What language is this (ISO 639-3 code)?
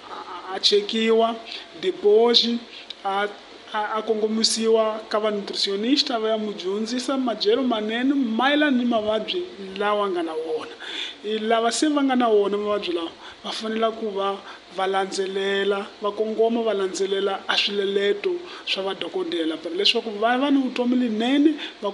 tso